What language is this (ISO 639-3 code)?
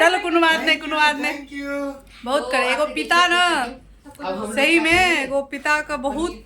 mai